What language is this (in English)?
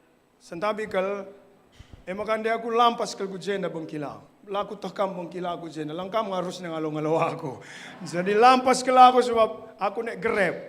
Batak Karo